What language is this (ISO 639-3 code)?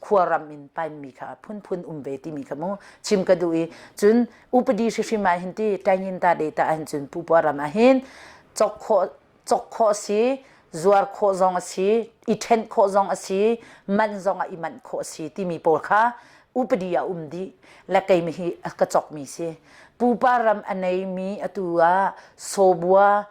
cnh